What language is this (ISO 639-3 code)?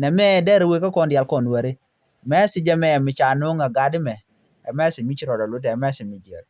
nus